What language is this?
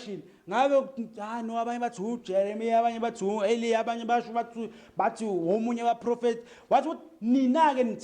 Zulu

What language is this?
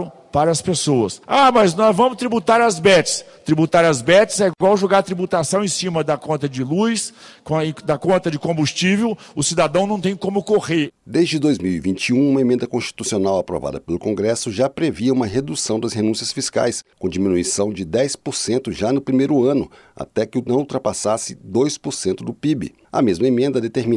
Portuguese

